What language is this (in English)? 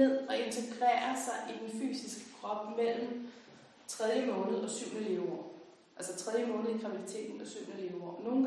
Danish